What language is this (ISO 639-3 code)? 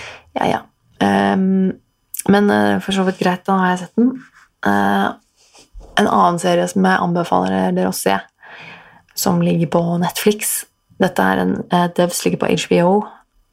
nor